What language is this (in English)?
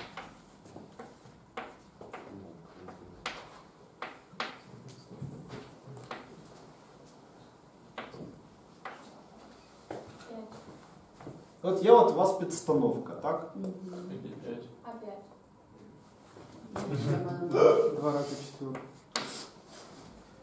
Ukrainian